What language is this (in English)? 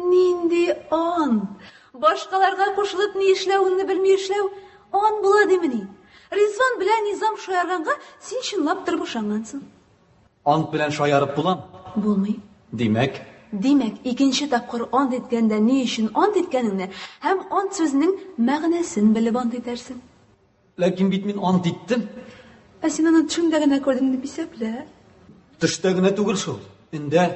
Tatar